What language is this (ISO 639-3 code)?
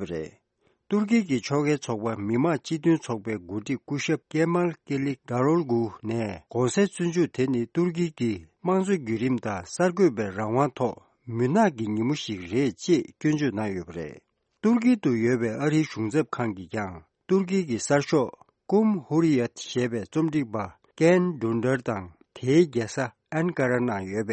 bod